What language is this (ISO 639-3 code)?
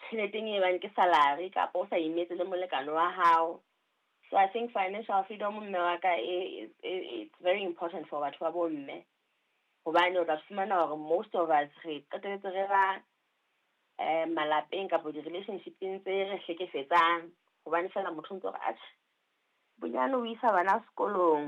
sot